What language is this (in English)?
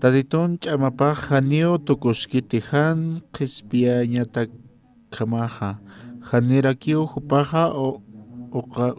Aymara